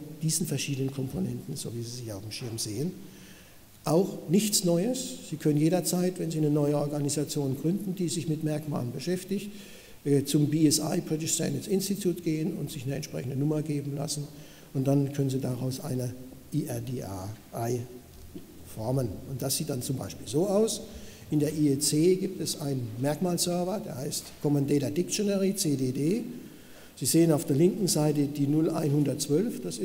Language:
German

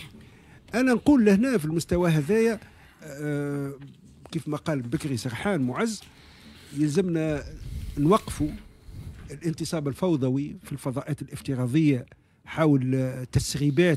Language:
Tunisian Arabic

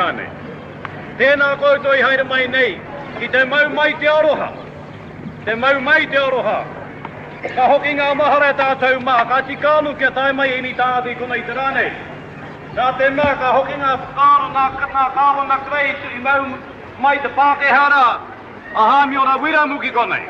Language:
Māori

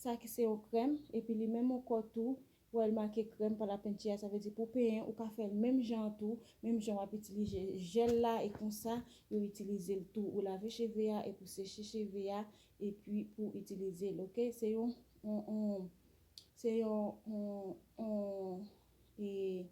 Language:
Haitian Creole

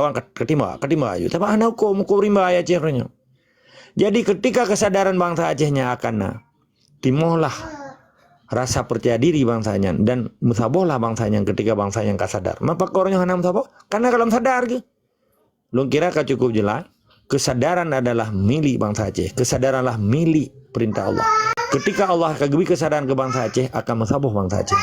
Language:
Achinese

